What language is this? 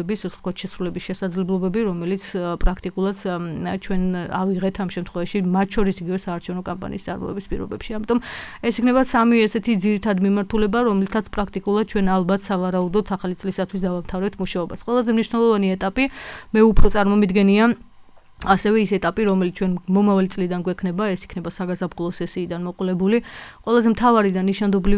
Georgian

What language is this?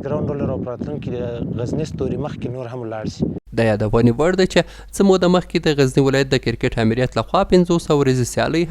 Pashto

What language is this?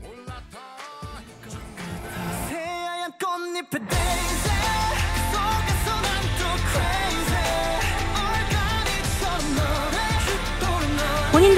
Korean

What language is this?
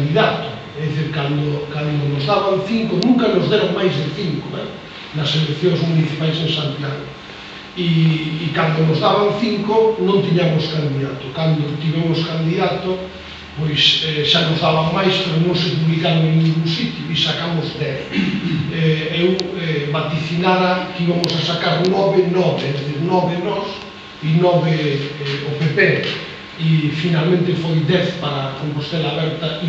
Galician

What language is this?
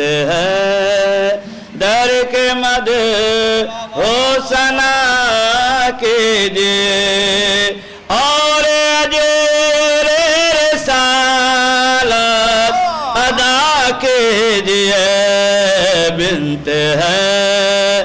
Urdu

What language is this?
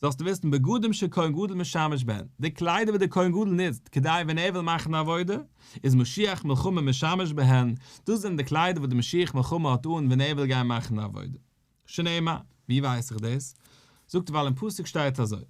Yiddish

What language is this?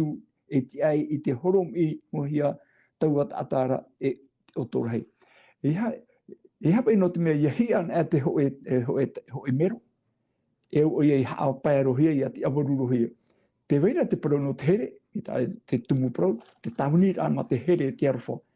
Tahitian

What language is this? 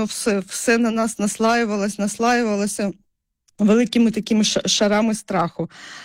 Ukrainian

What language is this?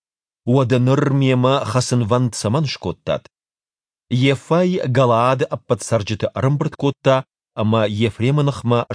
Ossetic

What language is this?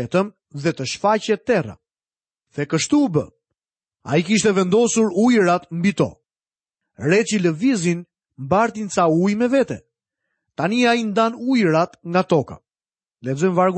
Albanian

